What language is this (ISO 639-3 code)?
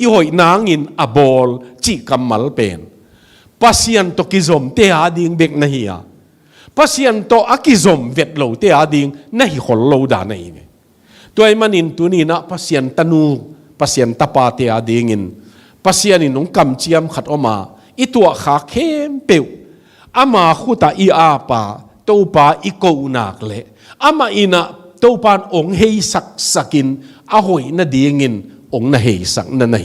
ctd